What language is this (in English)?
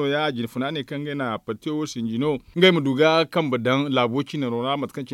Zarma